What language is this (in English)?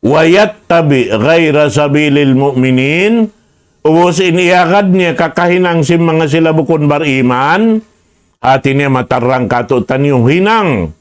Tausug